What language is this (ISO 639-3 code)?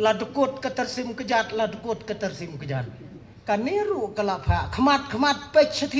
kha